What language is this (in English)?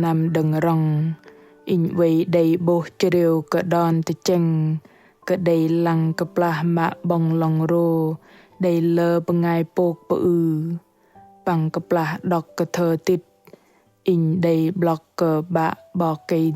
Bahnar